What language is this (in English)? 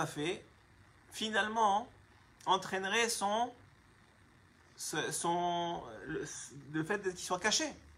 French